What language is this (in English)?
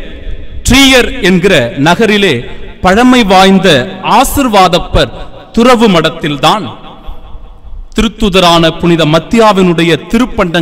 Tamil